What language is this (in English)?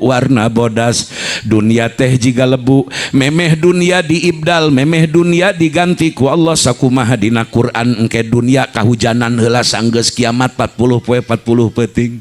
Sundanese